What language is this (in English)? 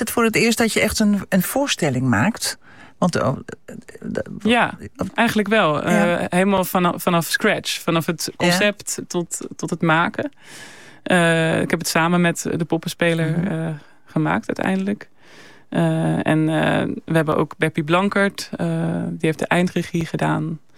Dutch